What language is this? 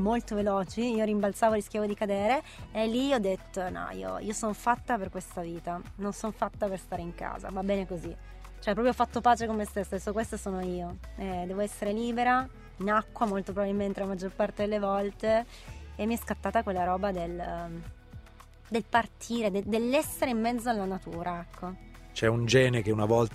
Italian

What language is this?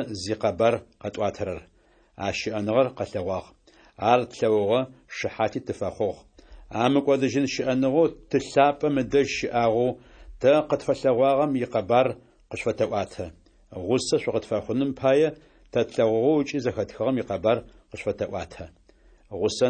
Adyghe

